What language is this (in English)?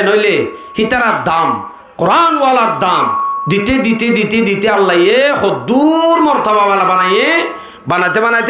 Rohingya